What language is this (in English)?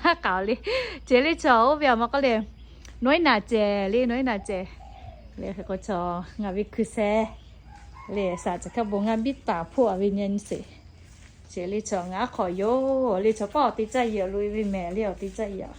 Lahu